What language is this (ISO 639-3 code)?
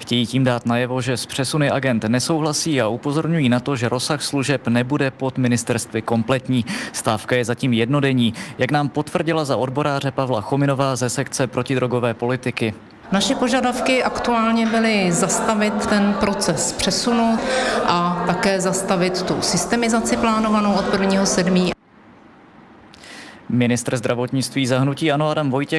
ces